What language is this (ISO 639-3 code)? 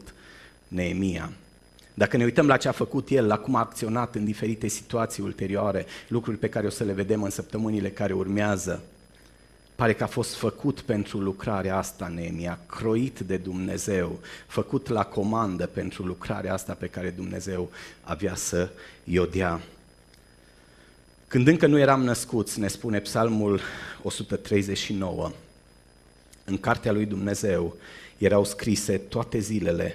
ron